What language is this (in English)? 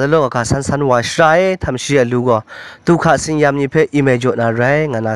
Kachin